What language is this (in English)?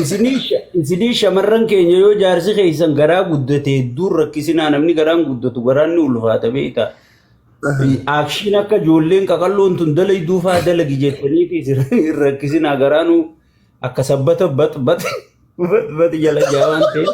Oromo